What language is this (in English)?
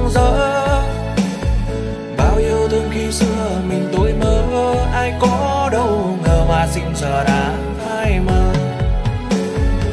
Vietnamese